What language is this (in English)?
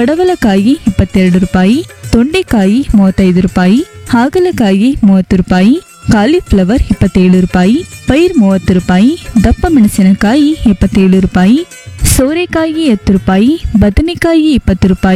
Kannada